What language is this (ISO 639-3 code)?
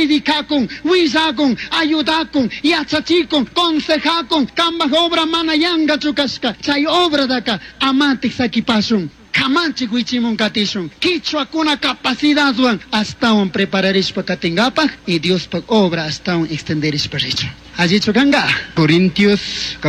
qug